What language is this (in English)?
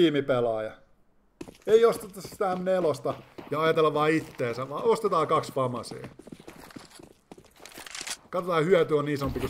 Finnish